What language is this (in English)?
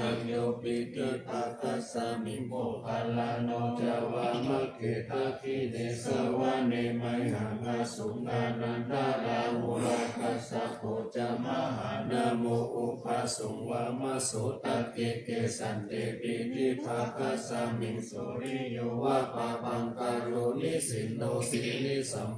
Pali